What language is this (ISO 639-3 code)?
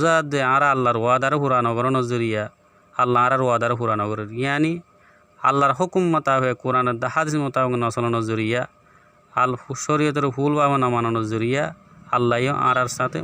rhg